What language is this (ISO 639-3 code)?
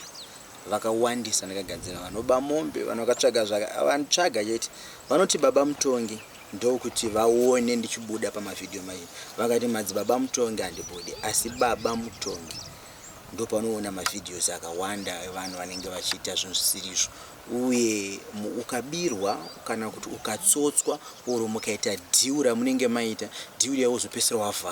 sna